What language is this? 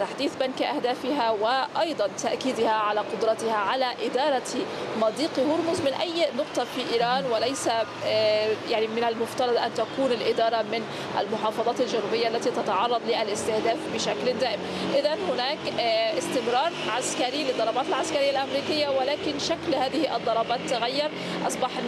Arabic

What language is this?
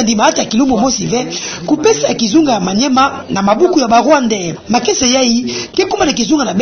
Kituba (Democratic Republic of Congo)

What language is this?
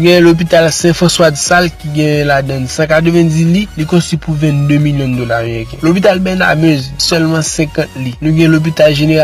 Haitian Creole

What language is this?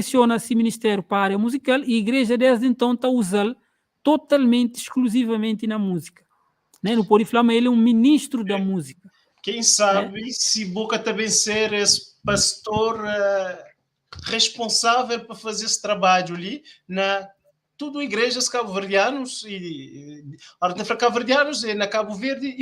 Kabuverdianu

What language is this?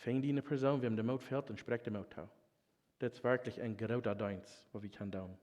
Plautdietsch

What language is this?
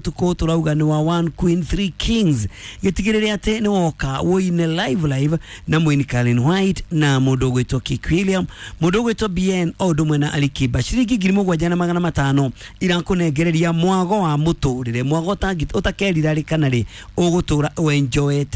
Kikuyu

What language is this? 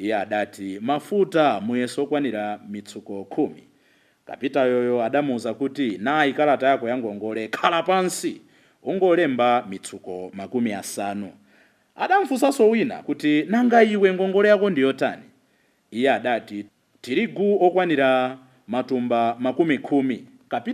Nyanja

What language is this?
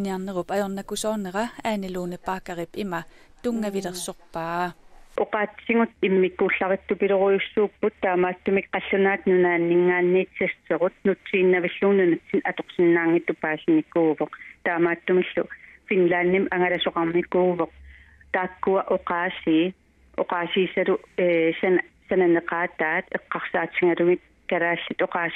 Kalaallisut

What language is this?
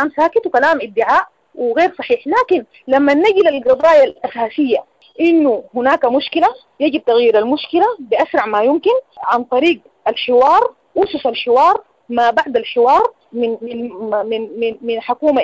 Sudanese Arabic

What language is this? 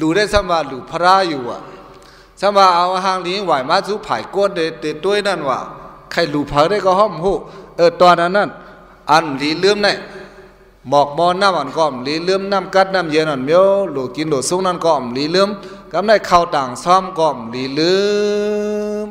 Shan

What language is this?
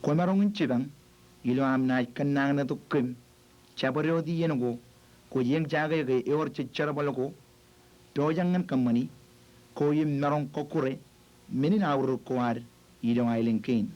Marshallese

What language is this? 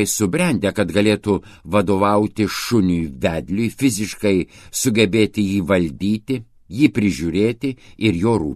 Lithuanian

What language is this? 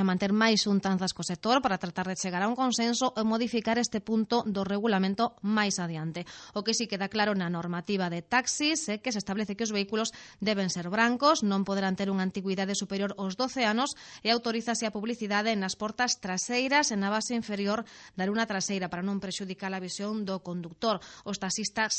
Galician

